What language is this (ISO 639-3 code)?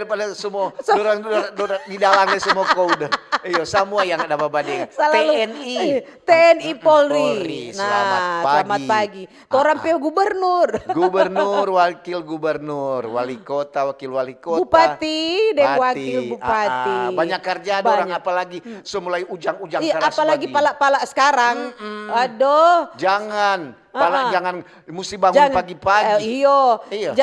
xmm